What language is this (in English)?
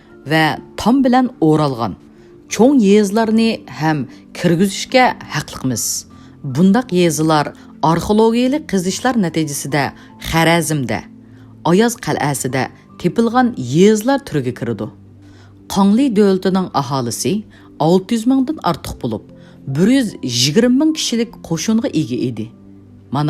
Uyghur